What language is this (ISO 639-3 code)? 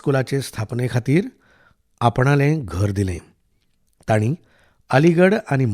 kok